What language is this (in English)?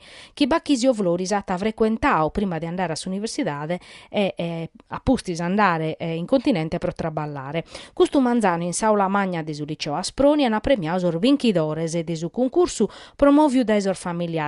Sardinian